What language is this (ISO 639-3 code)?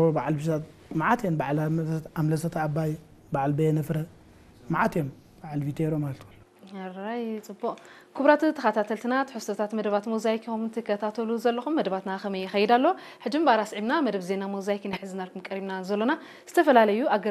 tir